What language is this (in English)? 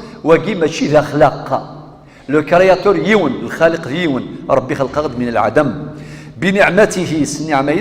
Kabyle